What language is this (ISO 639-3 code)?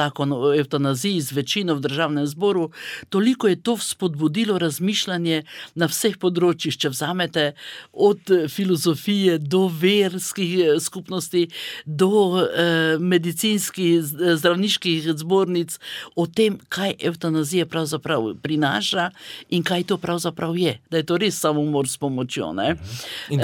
slv